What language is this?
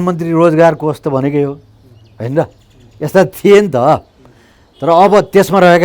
Nepali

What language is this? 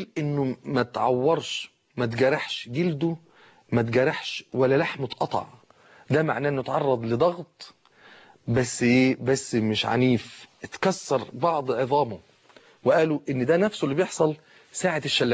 Egyptian Arabic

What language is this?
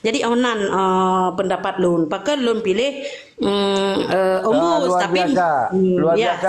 Achinese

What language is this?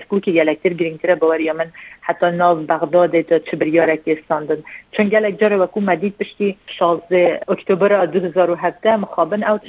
Kurdish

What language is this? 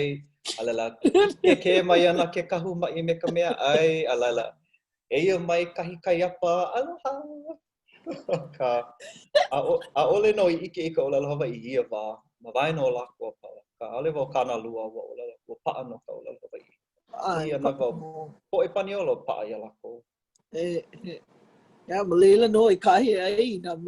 Hawaiian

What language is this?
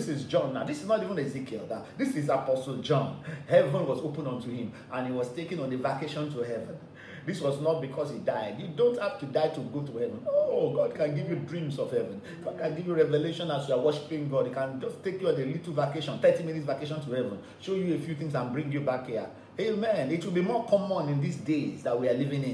English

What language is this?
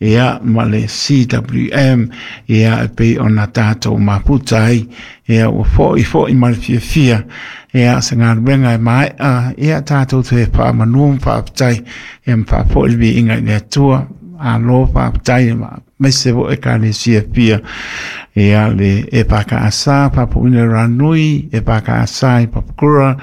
Samoan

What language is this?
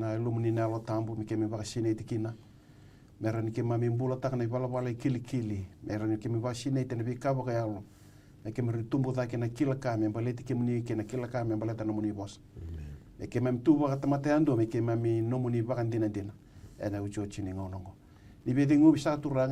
Fijian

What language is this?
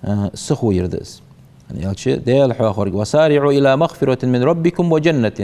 Ingush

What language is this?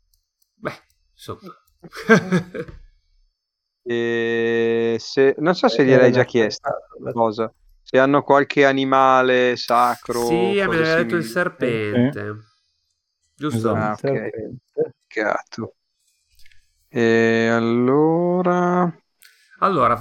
Italian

